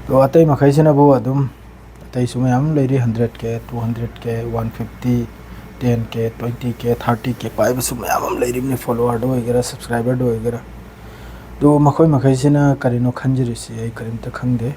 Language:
Manipuri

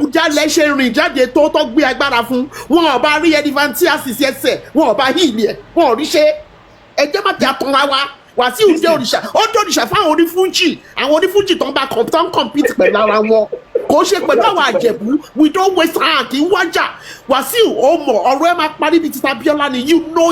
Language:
Yoruba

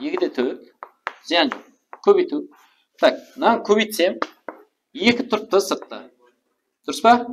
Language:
Kara-Kalpak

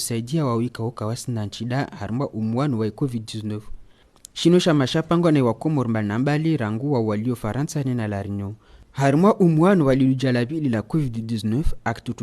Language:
Ngazidja Comorian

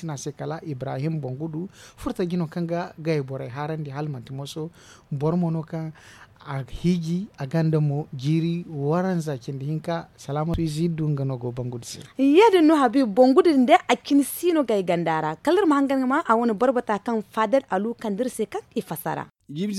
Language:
Zarma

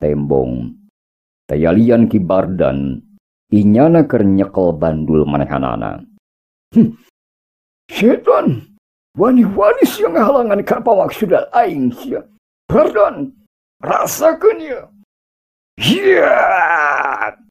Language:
Sundanese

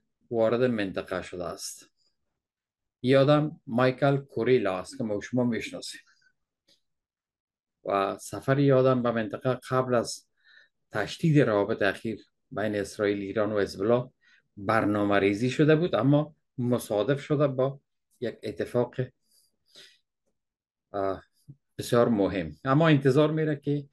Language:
Persian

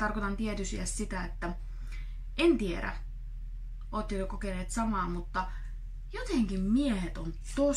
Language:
Finnish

